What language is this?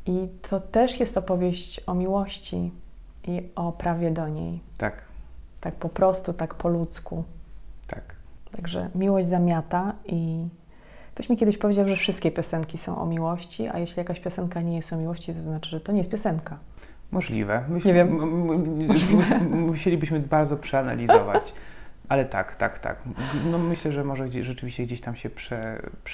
Polish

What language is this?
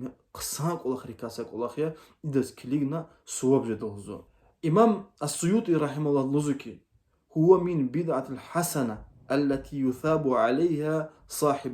Lezghian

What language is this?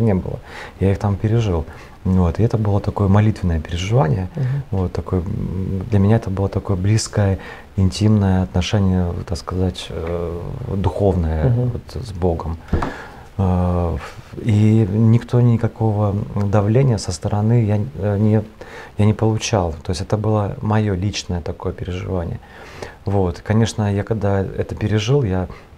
Russian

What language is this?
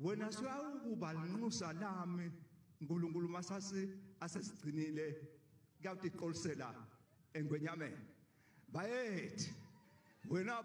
Swati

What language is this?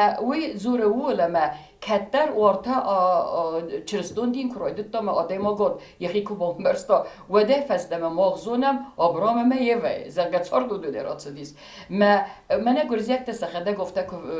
Ossetic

